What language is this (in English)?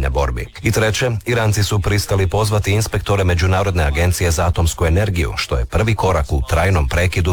Croatian